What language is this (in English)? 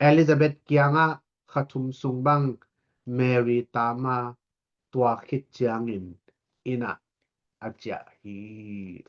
Tedim Chin